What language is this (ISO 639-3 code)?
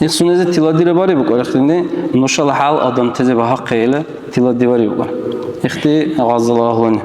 dar